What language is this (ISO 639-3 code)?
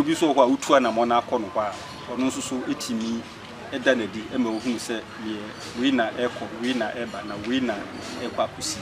aka